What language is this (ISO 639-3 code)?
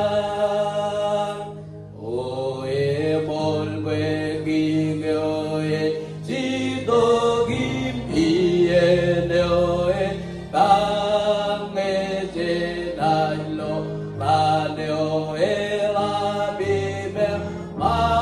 mah